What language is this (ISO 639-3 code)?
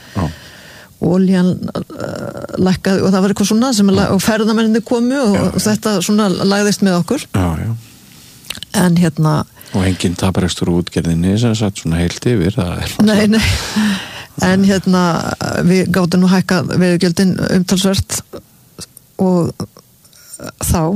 isl